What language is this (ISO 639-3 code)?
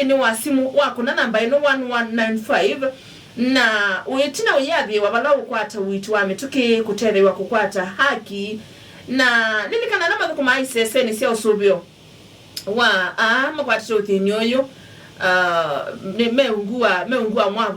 kam